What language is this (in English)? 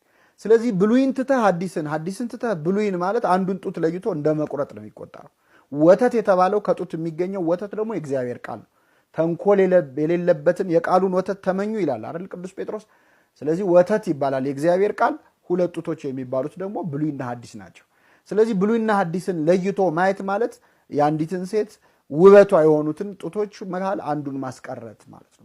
Amharic